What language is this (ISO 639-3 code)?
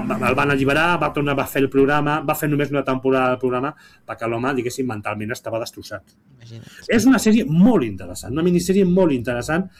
cat